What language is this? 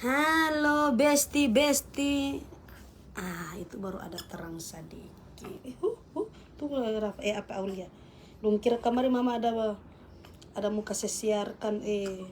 Manado Malay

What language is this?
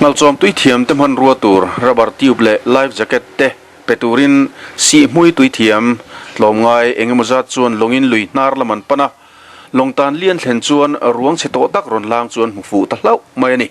Mizo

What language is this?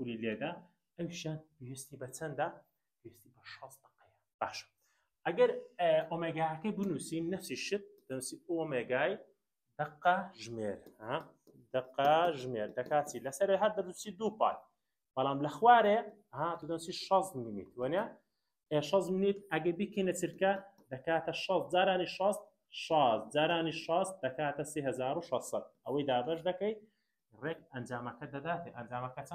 Central Kurdish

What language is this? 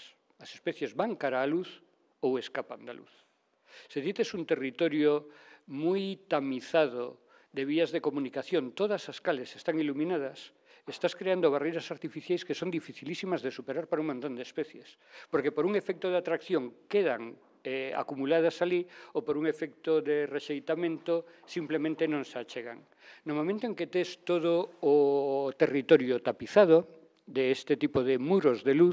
Galician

